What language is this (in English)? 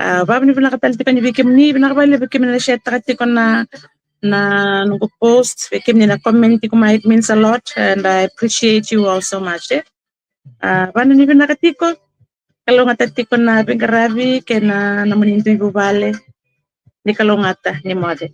Fijian